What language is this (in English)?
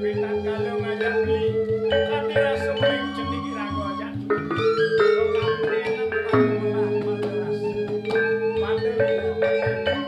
Balinese